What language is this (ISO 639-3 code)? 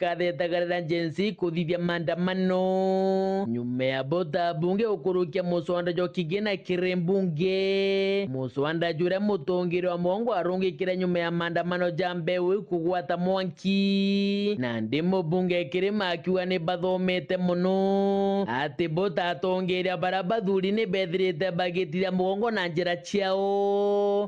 mer